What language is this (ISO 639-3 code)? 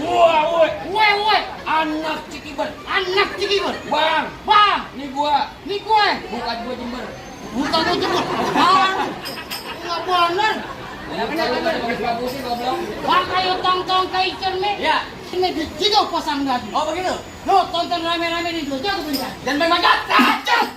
bew